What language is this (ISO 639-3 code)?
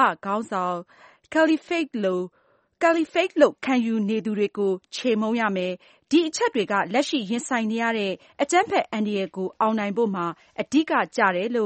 mya